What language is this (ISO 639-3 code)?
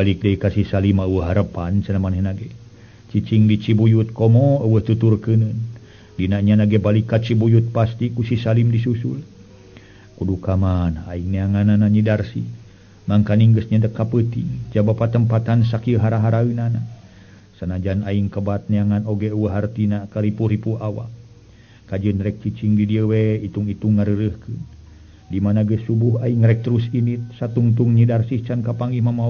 sun